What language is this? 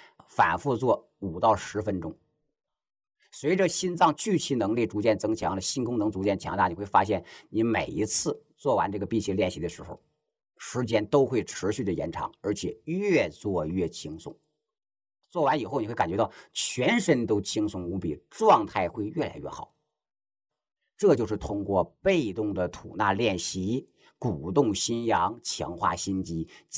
Chinese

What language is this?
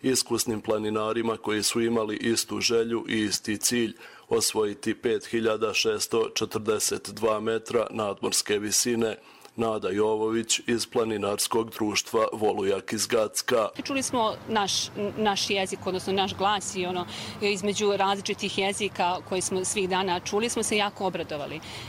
Serbian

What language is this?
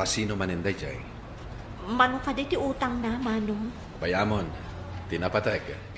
Iloko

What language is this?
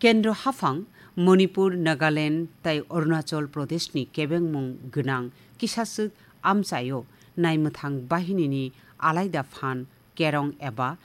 Kok Borok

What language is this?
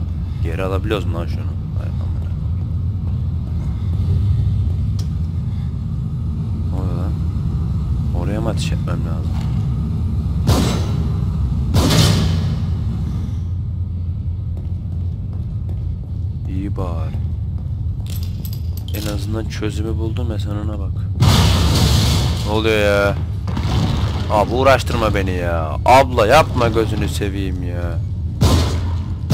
Turkish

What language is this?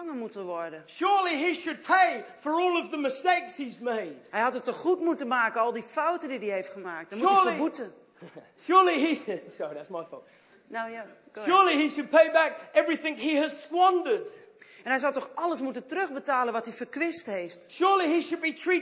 Dutch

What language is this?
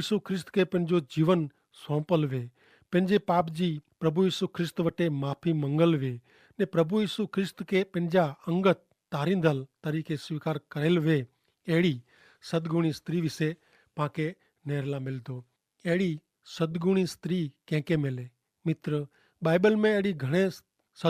Kachhi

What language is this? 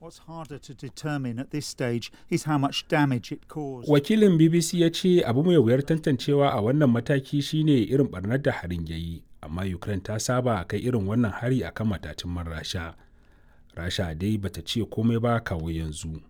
Hausa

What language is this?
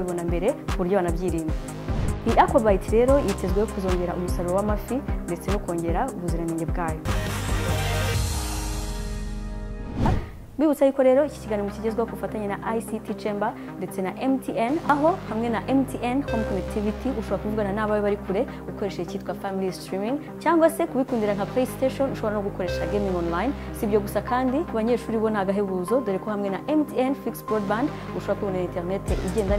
Kinyarwanda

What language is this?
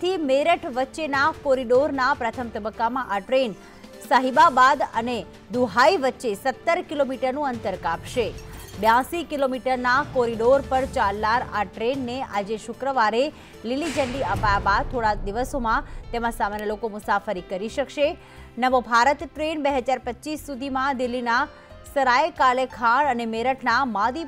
Gujarati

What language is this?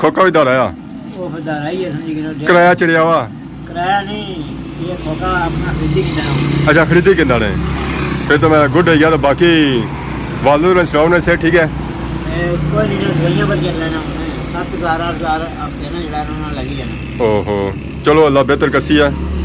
Pahari-Potwari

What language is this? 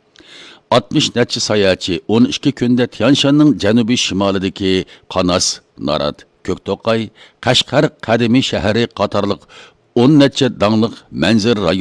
Uyghur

